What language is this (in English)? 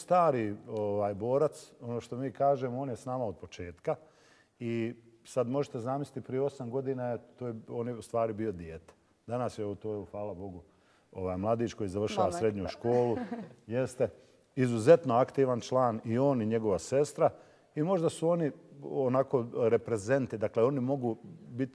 Bosnian